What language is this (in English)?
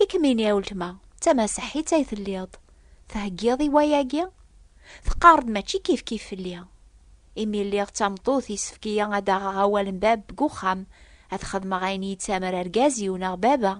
Kabyle